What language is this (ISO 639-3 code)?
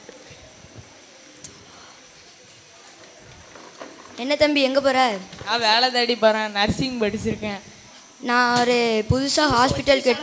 tam